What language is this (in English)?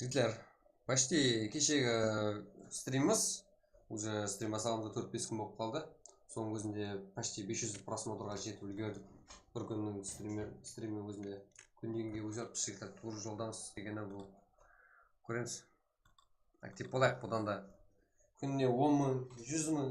Kara-Kalpak